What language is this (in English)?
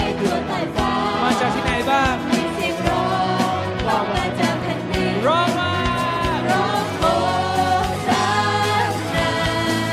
Thai